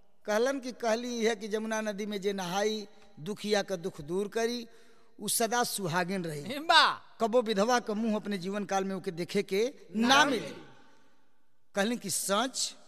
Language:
Bhojpuri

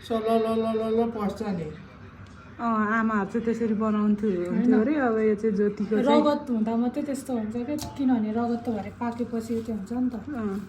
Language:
Nepali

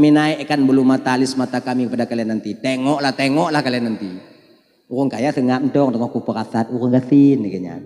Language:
Achinese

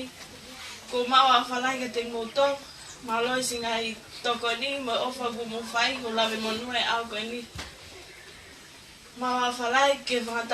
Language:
Tongan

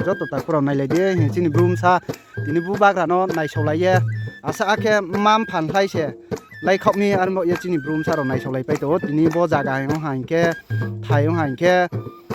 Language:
Riang (India)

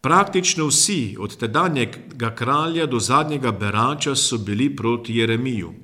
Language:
Slovenian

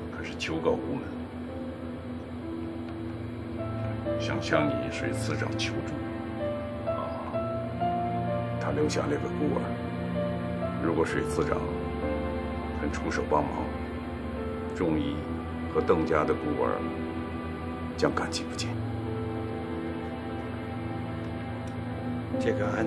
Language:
Chinese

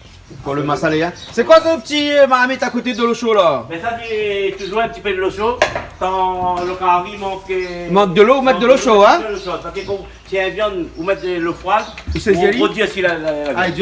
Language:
Réunion Creole French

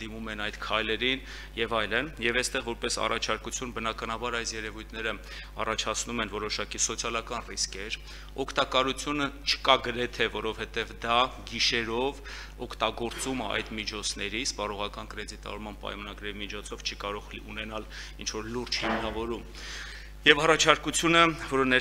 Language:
Armenian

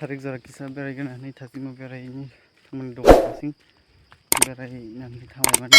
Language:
Kok Borok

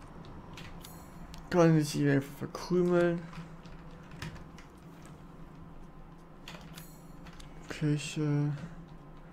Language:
German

